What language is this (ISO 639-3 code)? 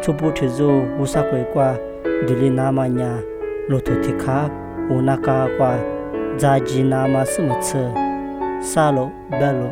lis